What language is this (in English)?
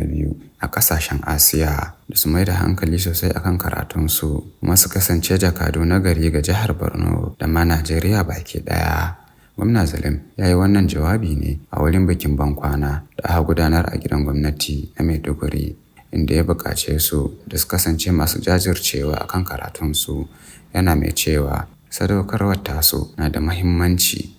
Hausa